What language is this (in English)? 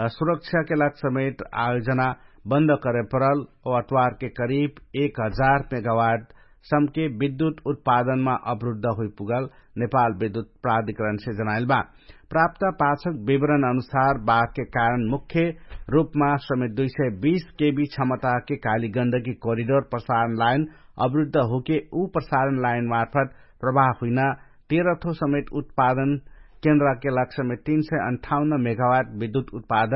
Dangaura Tharu